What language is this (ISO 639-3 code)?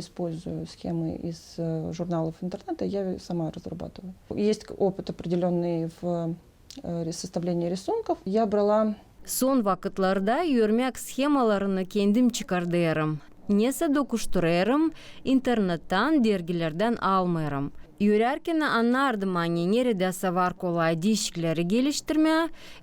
gag